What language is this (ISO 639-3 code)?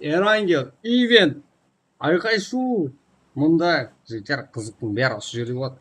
kaa